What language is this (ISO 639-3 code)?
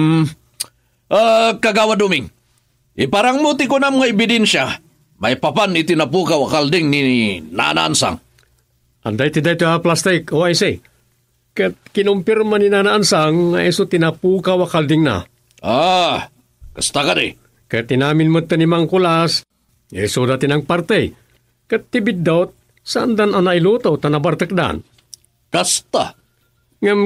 ilo